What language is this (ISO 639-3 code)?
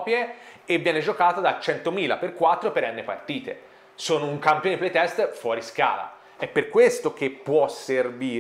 ita